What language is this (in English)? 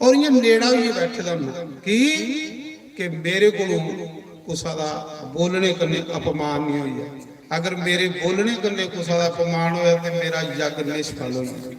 Dogri